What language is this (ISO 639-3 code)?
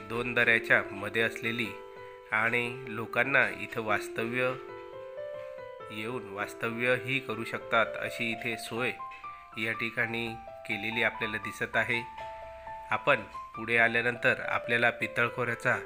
mar